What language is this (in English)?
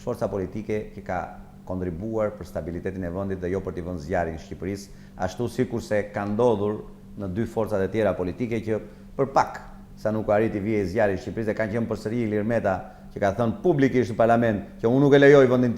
Albanian